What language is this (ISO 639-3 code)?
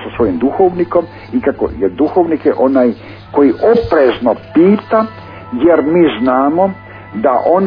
hrv